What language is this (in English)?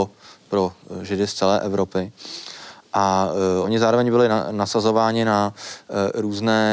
Czech